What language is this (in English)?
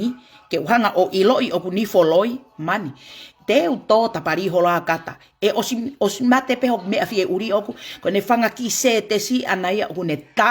Tongan